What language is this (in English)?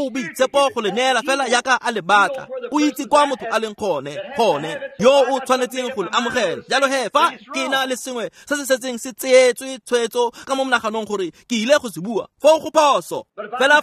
Tswana